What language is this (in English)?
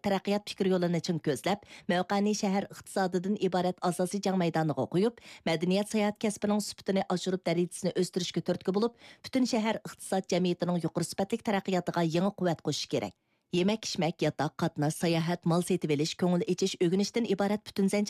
Uyghur